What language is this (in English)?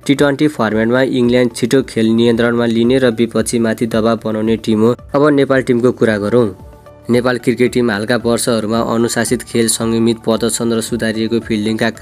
Nepali